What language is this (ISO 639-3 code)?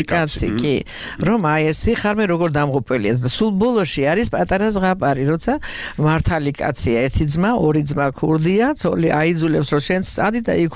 kat